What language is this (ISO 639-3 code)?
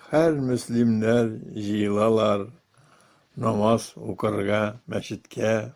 tat